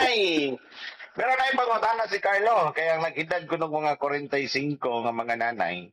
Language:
Cebuano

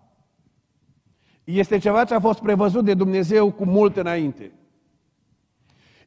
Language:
Romanian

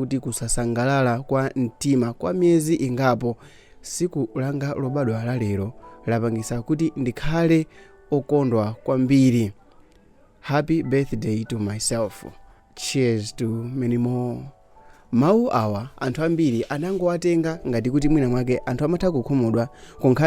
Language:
Nyanja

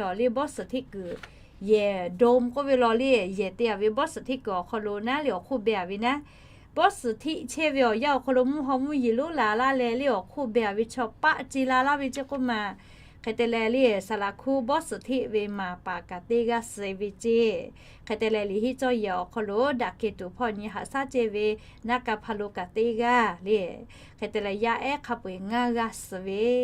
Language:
Lahu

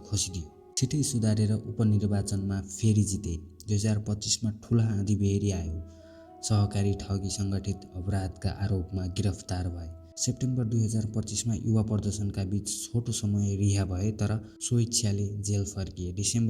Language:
Nepali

